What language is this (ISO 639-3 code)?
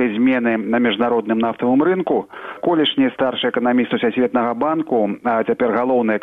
bel